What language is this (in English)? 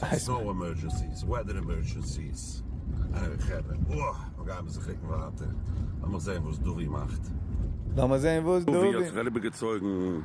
Yiddish